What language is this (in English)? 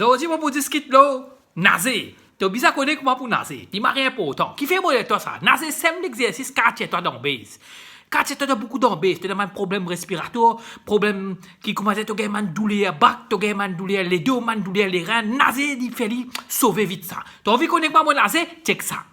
Morisyen